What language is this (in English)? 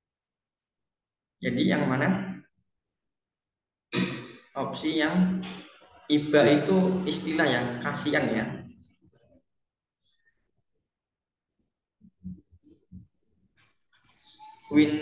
Indonesian